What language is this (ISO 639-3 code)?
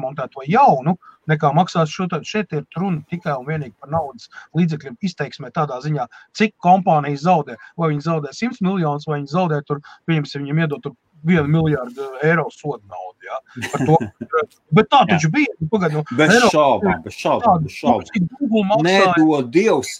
lav